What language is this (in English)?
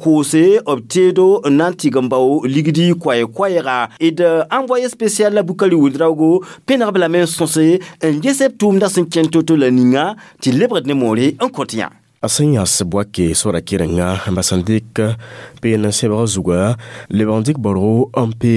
Mossi